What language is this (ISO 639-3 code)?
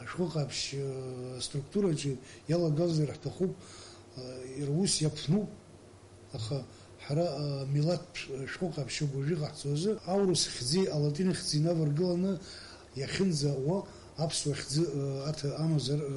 abk